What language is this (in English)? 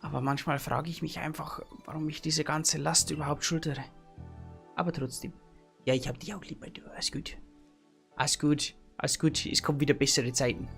Bavarian